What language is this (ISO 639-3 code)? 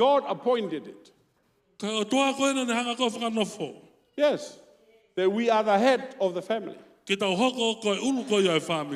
ton